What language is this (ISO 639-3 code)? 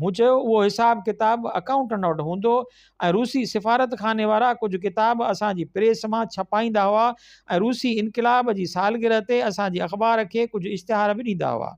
snd